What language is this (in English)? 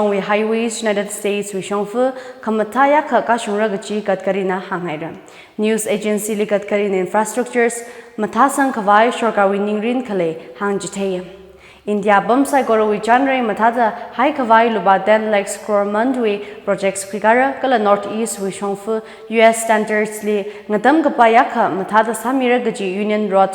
Tangkhul Naga (India)